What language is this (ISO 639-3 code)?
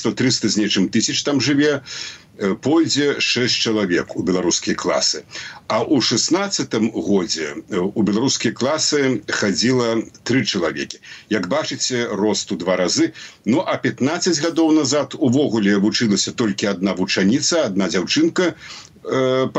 bel